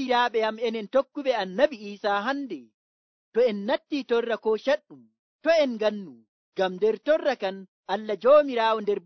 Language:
Nigerian Fulfulde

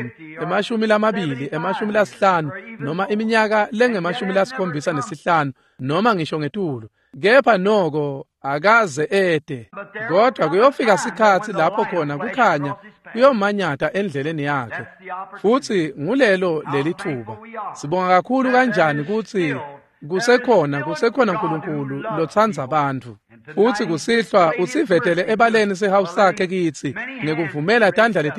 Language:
Swati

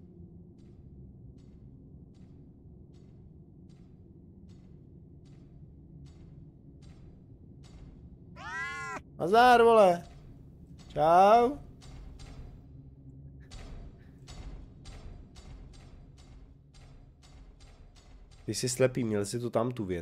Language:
Czech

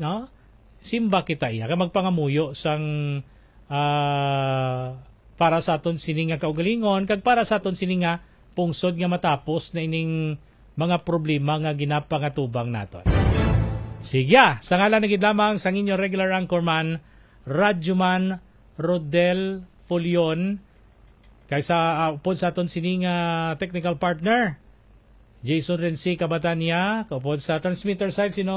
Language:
Hiligaynon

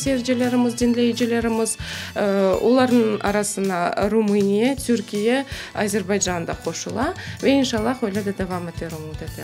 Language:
Crimean Tatar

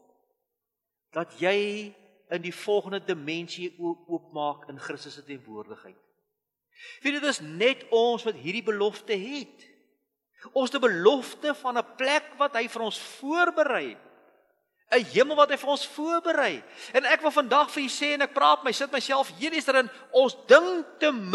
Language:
Afrikaans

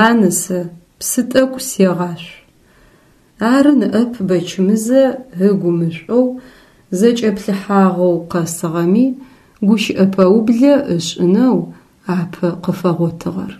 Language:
Adyghe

